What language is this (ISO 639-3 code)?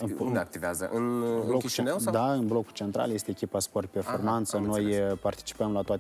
ron